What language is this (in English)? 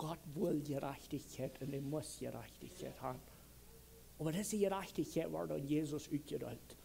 Plautdietsch